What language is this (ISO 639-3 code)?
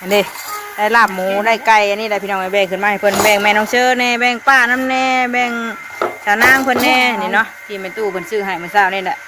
tts